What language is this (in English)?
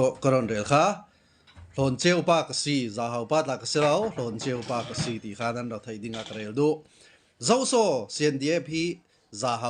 Hakha Chin